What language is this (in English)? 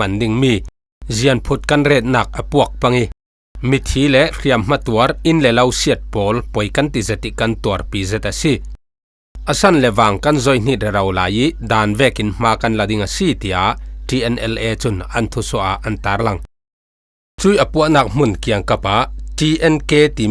Falam Chin